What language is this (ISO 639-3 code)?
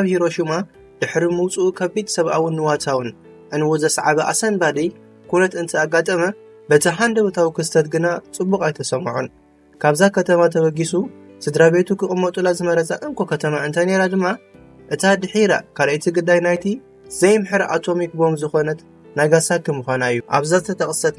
tir